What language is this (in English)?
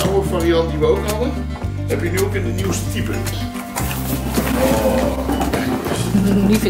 Dutch